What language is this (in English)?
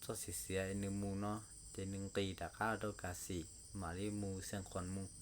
Hmong